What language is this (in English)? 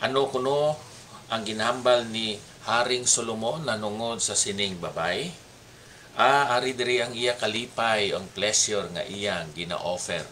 Hiligaynon